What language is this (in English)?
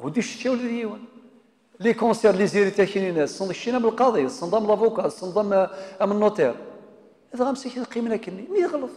Kabyle